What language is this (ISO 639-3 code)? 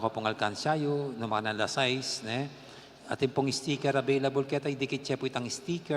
pam